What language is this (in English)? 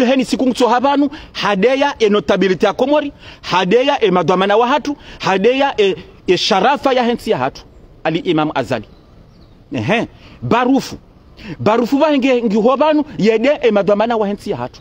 Ngazidja Comorian